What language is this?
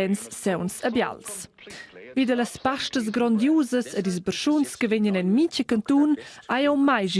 Romansh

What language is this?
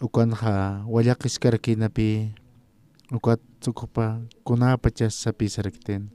Aymara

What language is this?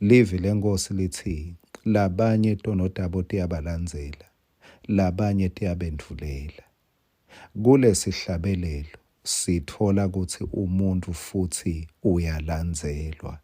Swati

